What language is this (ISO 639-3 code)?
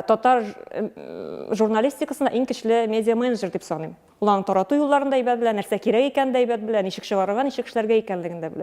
tat